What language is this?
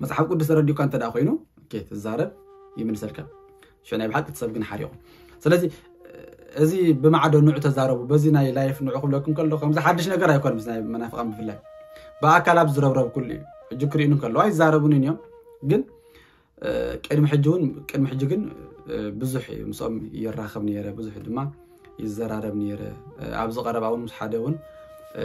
Tigrinya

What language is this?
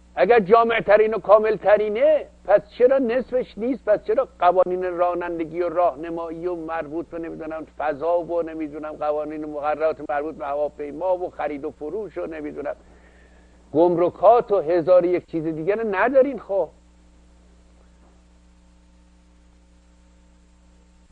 Persian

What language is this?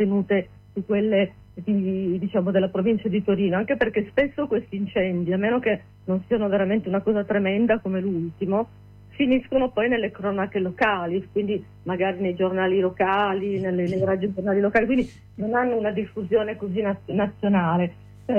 Italian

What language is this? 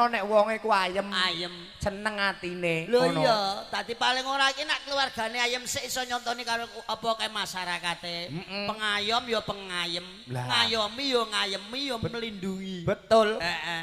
Javanese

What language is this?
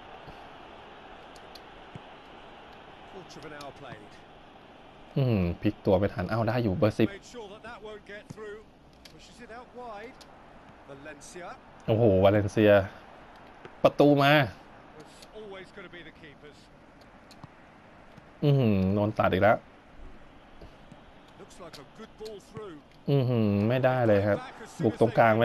Thai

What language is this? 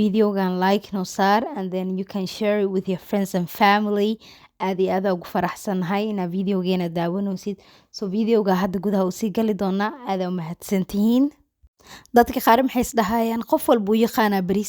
Somali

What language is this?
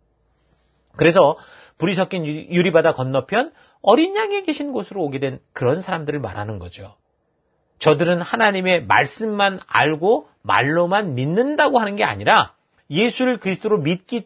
Korean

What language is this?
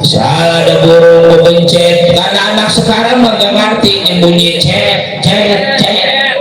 Betawi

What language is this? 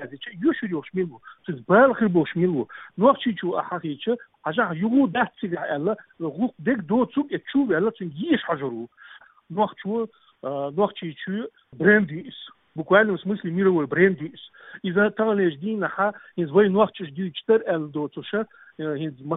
Chechen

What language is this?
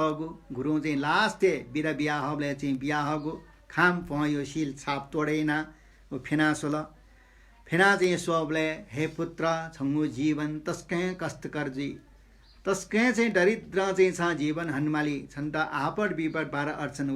Newari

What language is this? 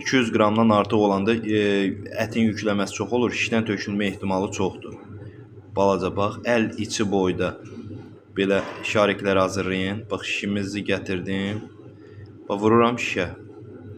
Azerbaijani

